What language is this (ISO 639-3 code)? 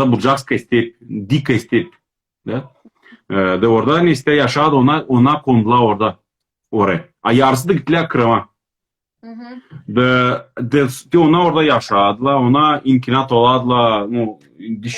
crh